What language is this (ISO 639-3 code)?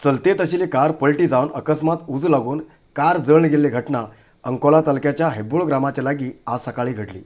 kok